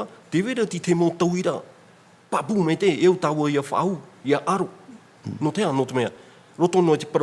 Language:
Tahitian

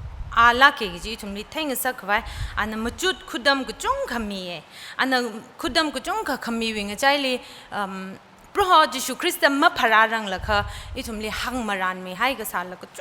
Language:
Tangkhul Naga (India)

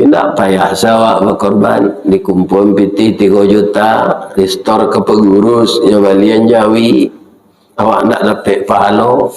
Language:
Minangkabau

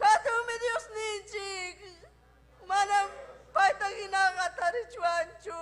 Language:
Ayacucho Quechua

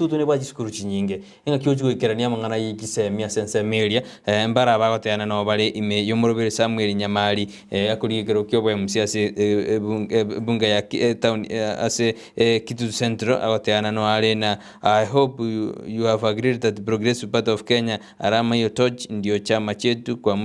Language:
Gusii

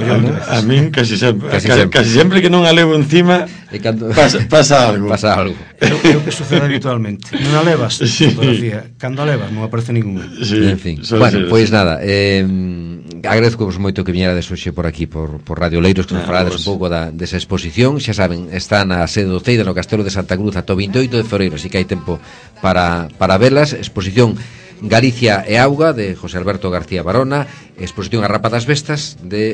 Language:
Galician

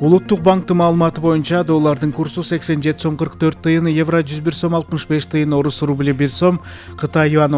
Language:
Kyrgyz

